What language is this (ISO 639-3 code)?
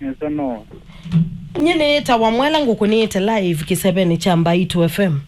kam